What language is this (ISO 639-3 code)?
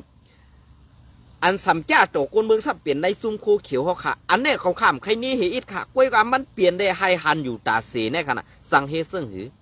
shn